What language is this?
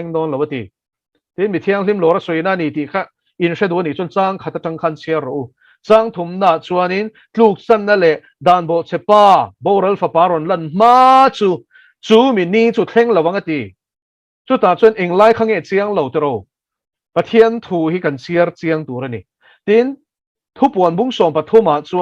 Mizo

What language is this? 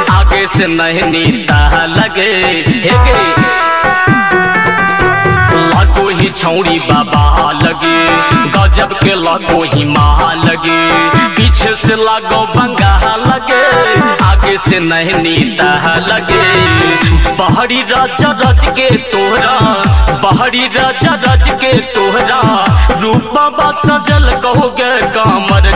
Bhojpuri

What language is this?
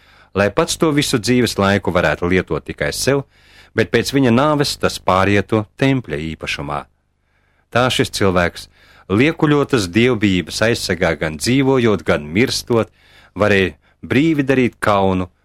Latvian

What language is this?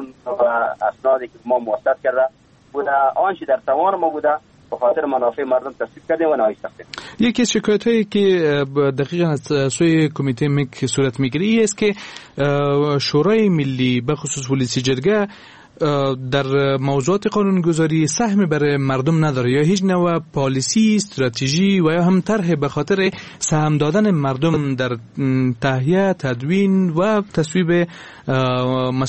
Persian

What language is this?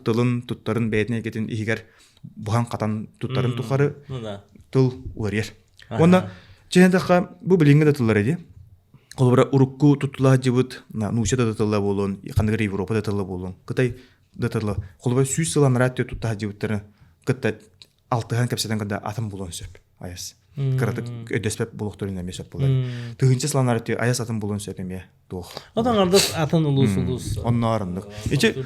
Yakut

